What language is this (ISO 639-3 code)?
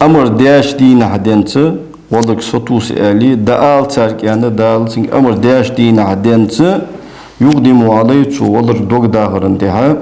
inh